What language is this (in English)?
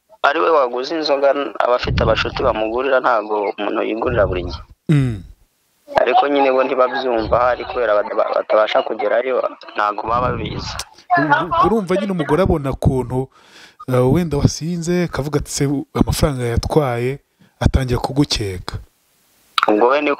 Kinyarwanda